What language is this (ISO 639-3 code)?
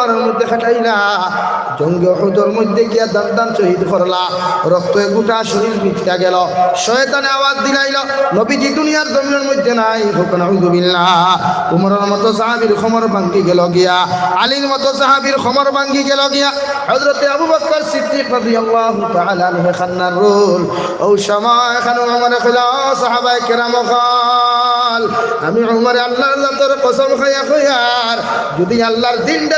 syl